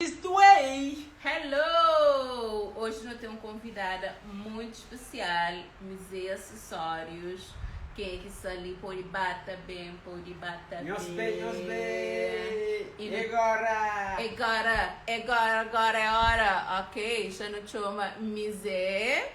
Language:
Kabuverdianu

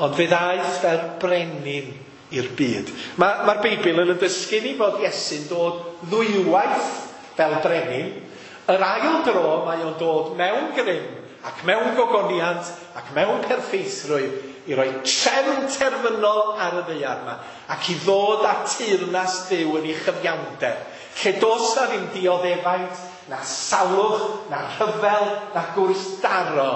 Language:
Welsh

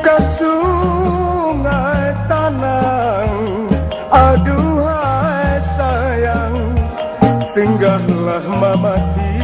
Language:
Minangkabau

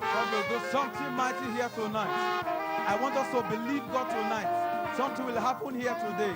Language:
Ewe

